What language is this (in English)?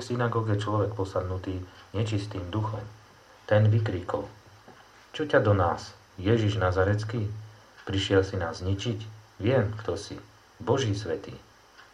Slovak